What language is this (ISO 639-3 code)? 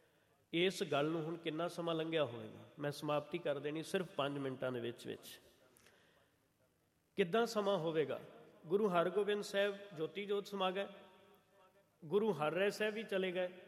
pan